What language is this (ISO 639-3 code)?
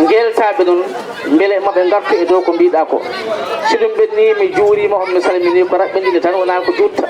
ful